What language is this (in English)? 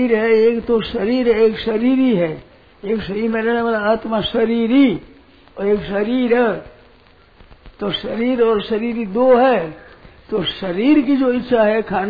Hindi